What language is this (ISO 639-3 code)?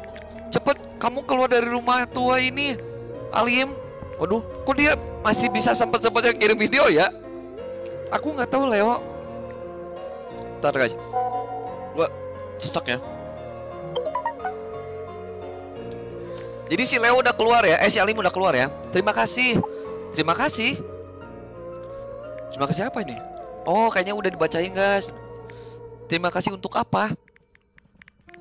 ind